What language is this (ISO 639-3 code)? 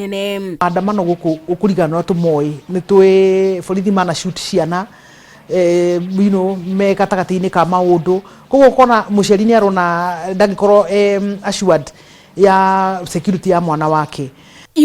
kik